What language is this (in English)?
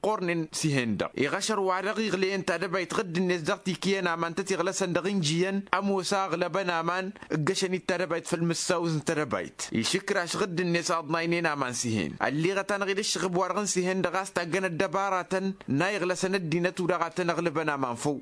Tamasheq